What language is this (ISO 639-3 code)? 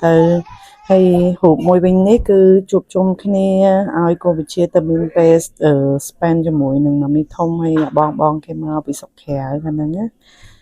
khm